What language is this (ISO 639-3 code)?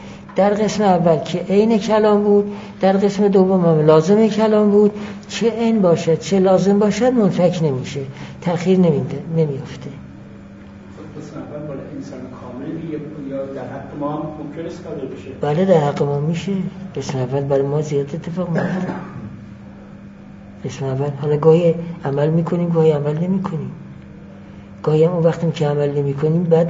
fas